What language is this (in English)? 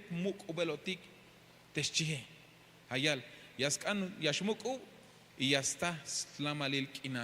Tzeltal